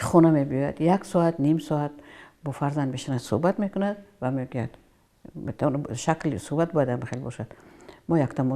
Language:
Tajik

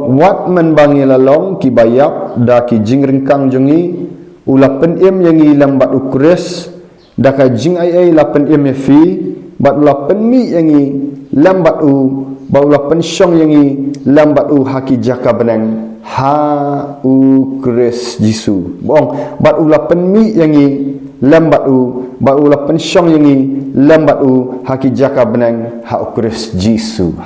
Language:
Khasi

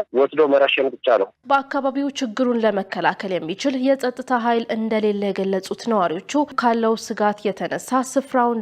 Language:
Amharic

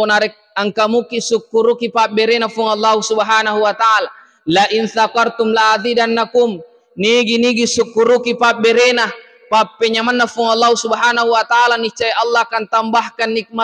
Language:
Buginese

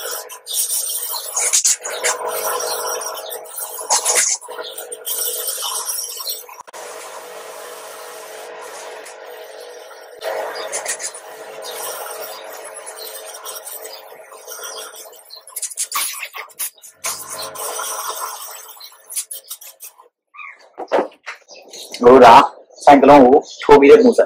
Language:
Burmese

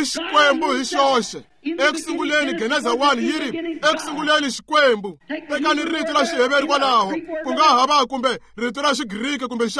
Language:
Tsonga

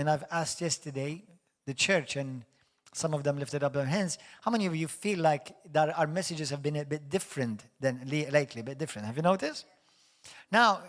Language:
English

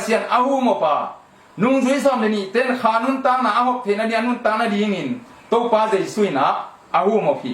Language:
Tedim Chin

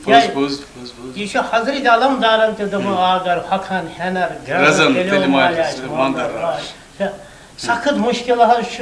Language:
Kashmiri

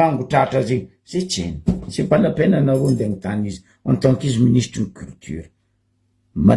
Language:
Malagasy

